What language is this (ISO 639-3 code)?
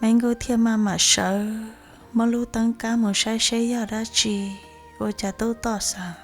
hmn